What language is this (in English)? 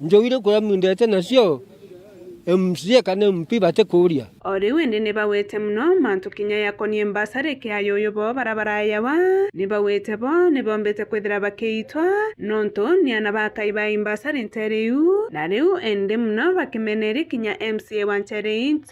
Meru